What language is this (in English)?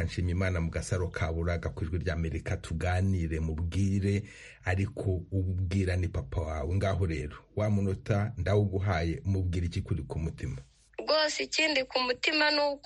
Kinyarwanda